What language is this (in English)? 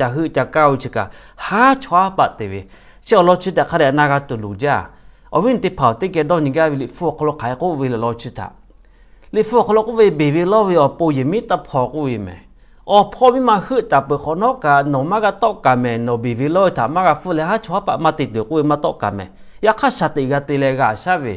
Lahu